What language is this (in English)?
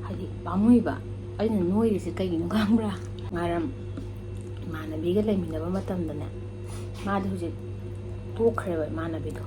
Manipuri